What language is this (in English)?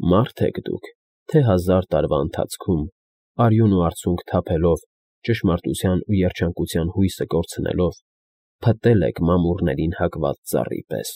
Armenian